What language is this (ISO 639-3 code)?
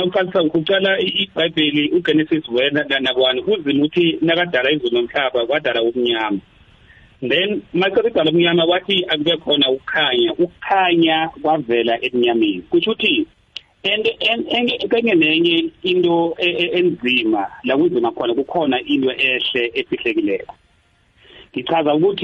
nbl